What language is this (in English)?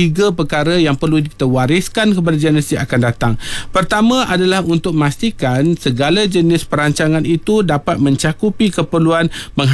Malay